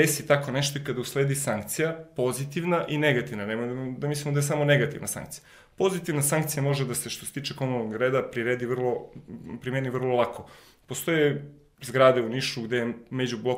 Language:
Serbian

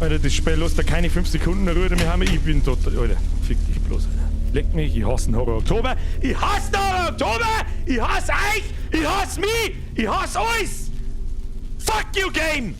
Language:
Bavarian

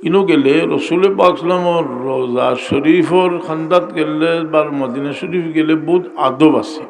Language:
Sylheti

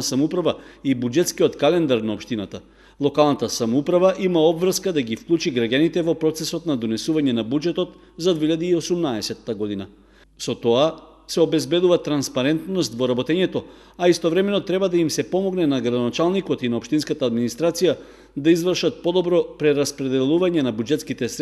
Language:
Macedonian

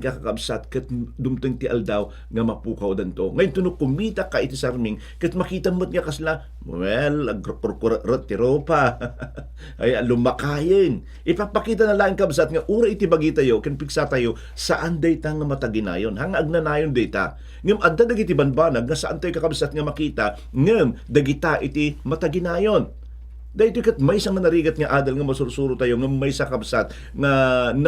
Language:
Iloko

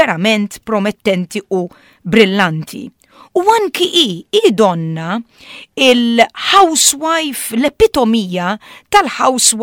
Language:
Maltese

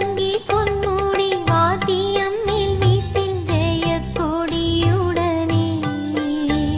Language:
Tamil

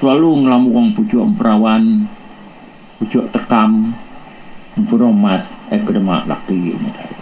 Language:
Iban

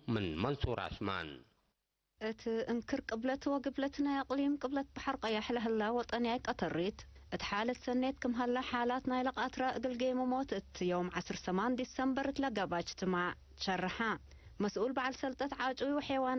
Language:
Tigre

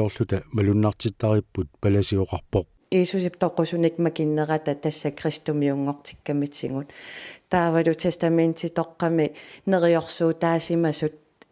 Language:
Kalaallisut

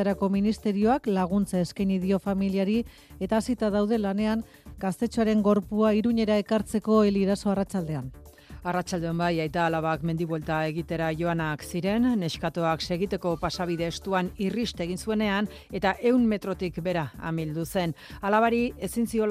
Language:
Basque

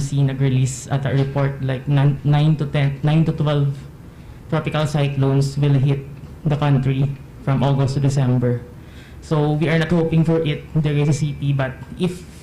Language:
Hiligaynon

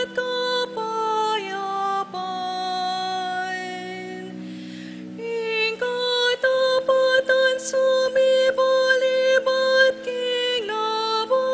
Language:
Pampanga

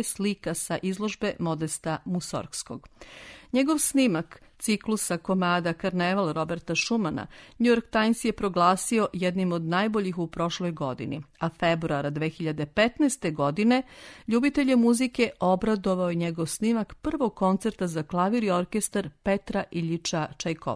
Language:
Serbian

